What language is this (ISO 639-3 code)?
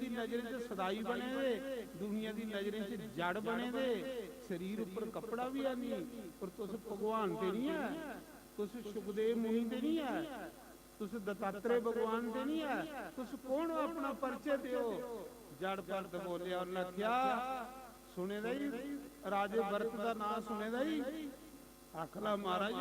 doi